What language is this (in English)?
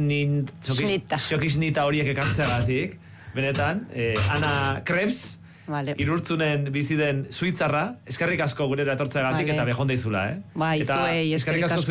Basque